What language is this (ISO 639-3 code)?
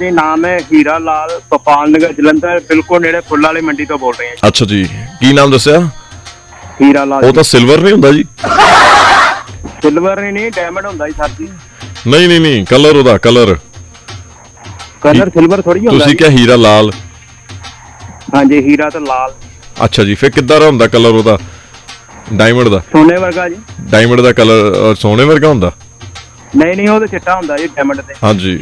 pan